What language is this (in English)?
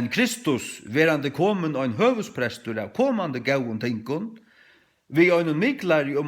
Faroese